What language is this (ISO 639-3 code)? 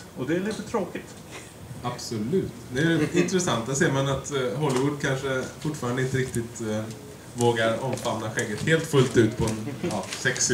swe